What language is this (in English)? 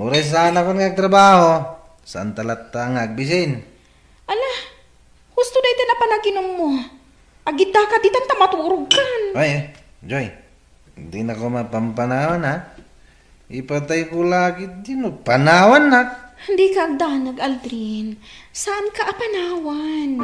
Iloko